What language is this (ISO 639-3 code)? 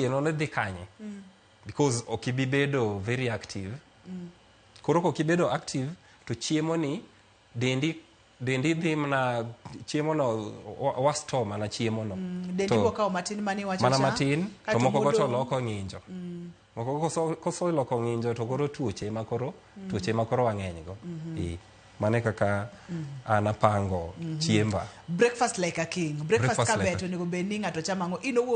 luo